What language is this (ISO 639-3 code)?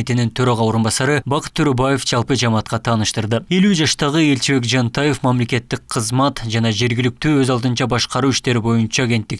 kir